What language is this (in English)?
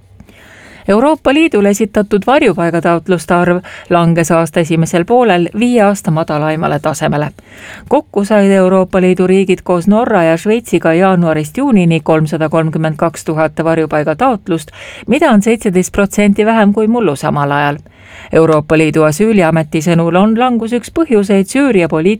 Estonian